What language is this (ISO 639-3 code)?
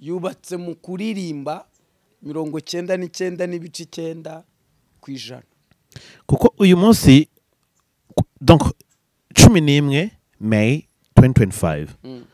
kin